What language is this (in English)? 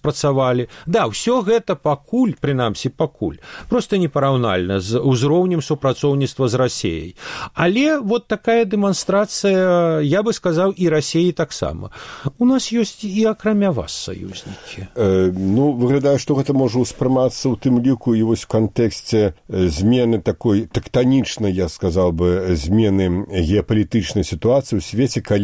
Belarusian